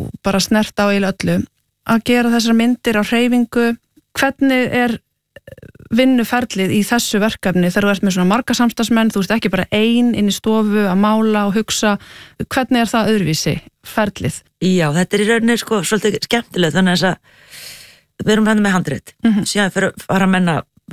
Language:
Icelandic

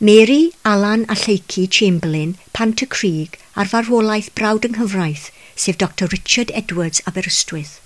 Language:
Welsh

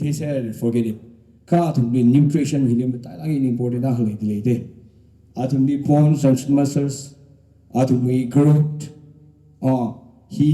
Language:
Tangkhul Naga (India)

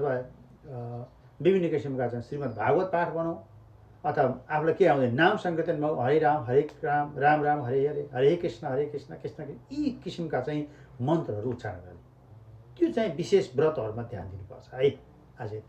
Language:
Nepali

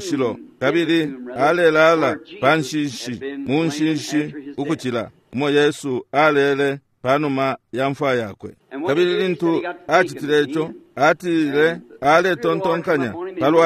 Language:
Bemba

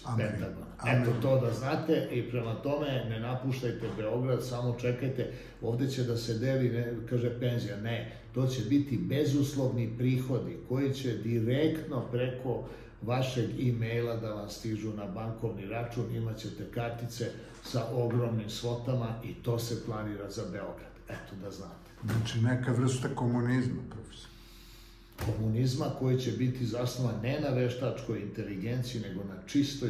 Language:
Serbian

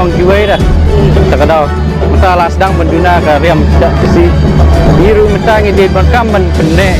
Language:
Khasi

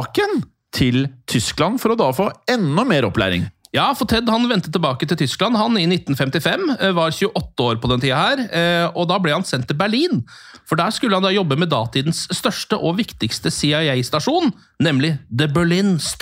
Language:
Norwegian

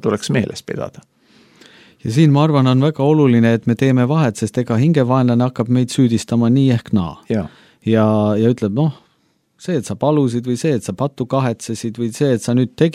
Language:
Estonian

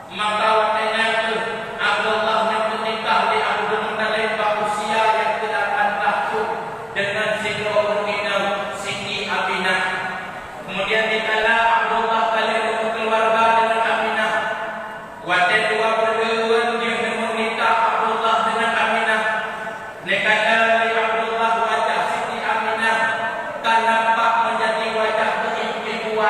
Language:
Achinese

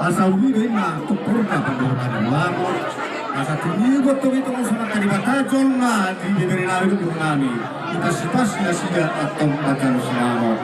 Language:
Batak Toba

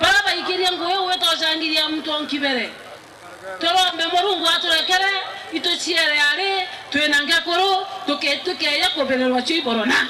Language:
Meru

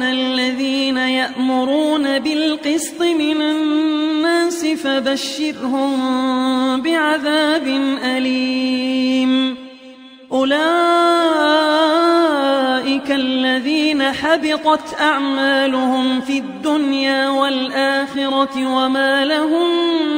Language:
Arabic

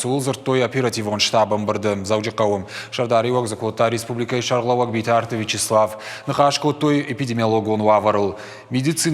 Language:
Ossetic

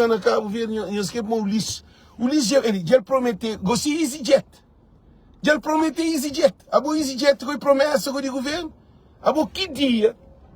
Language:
Kabuverdianu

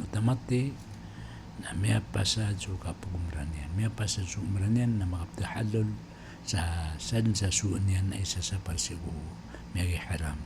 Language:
Maranao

